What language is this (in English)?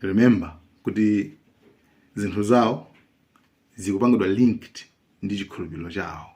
Nyanja